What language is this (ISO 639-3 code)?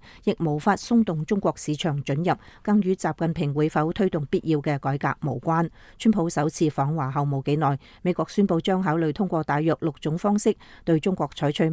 yue